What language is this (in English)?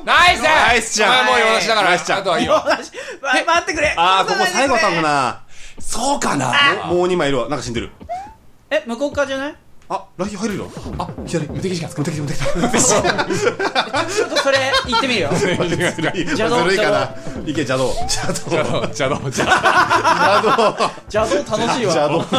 Japanese